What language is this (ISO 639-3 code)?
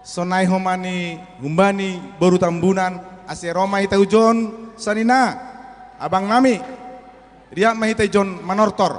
bts